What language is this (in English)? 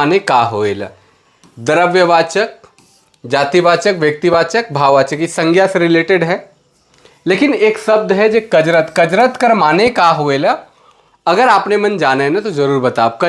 Sadri